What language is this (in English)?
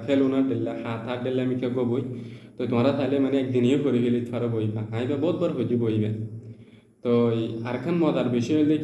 Rohingya